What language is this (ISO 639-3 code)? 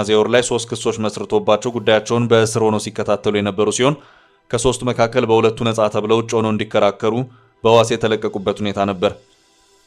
amh